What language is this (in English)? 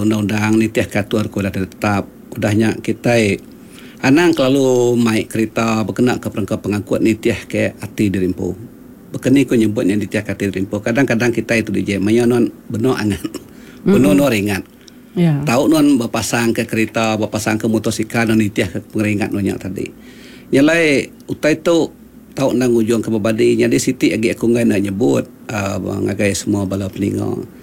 Iban